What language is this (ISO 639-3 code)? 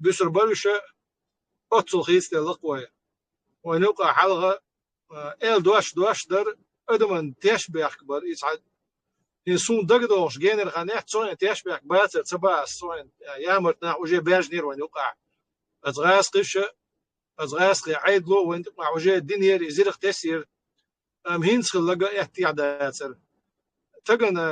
che